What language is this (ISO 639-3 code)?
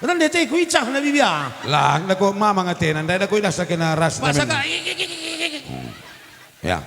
btx